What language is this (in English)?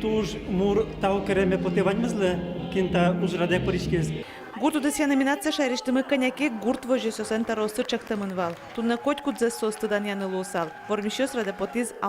Udmurt